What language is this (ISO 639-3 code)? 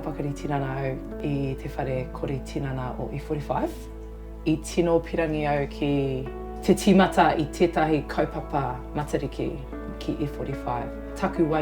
mri